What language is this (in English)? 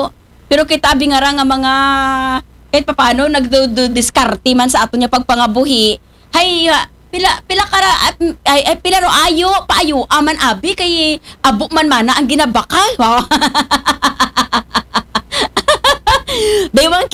Aklanon